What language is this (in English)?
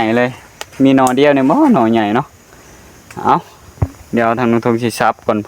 Northeastern Thai